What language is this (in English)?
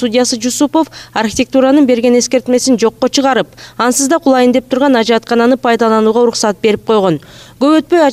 Kyrgyz